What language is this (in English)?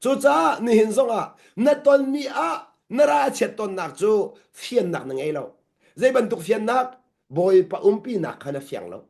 Hakha Chin